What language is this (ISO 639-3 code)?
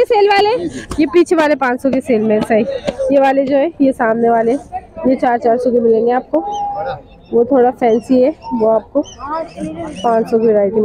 hin